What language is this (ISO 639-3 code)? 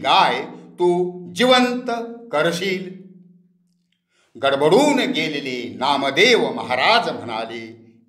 mar